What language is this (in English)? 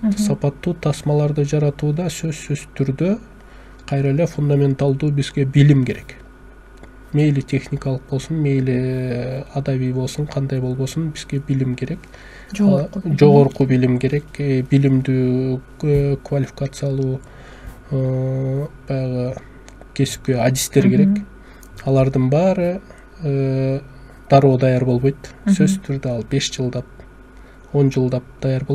Kyrgyz